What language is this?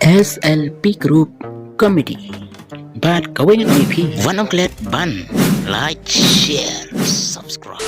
Khasi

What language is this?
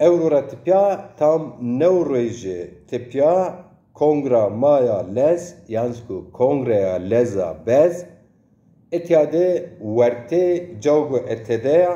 Zaza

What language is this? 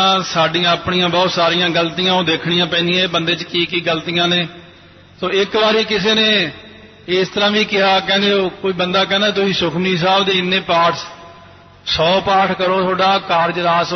Punjabi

